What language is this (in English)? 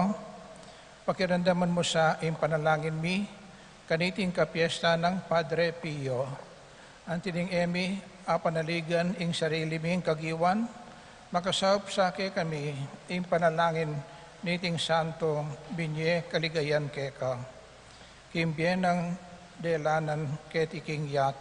Pampanga